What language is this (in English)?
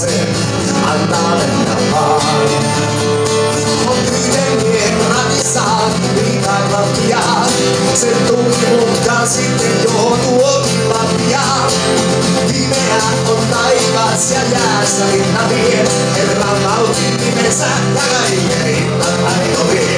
Finnish